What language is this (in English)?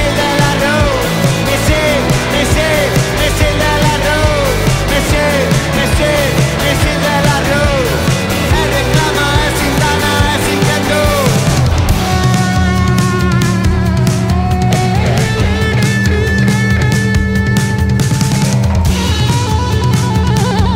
Basque